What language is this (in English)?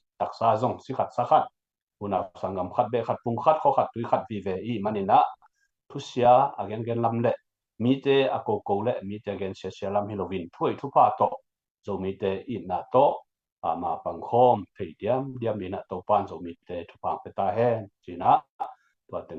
Tedim Chin